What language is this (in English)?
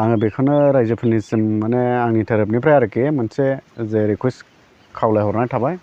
Bodo